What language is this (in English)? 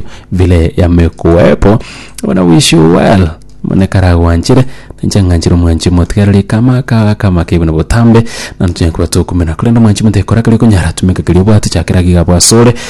Gusii